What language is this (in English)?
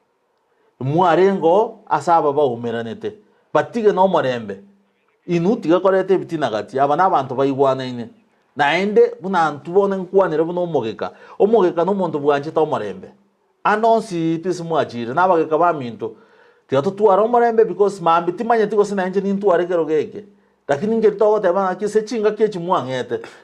Gusii